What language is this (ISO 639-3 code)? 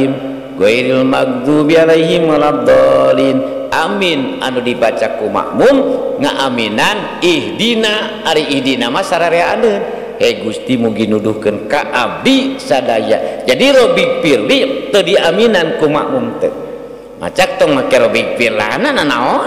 sun